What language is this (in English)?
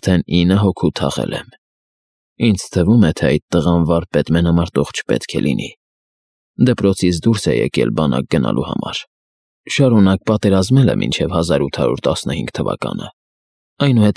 Armenian